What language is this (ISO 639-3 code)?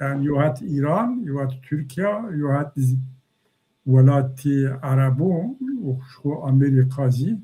zza